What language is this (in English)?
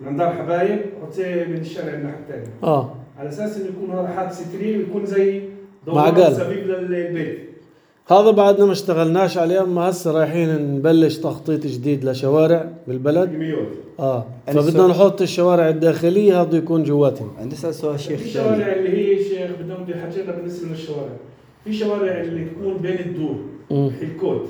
North Levantine Arabic